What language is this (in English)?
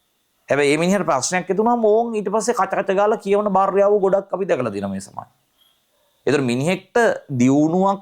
Sinhala